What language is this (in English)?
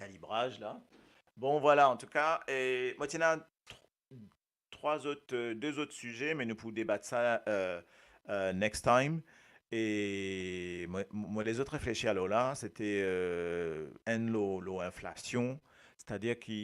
Morisyen